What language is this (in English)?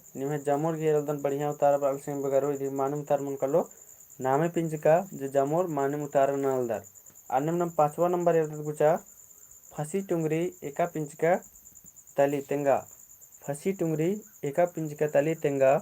Kurukh